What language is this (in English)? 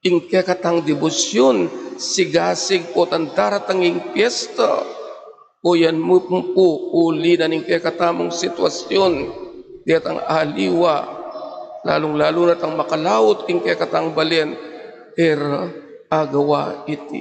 Pampanga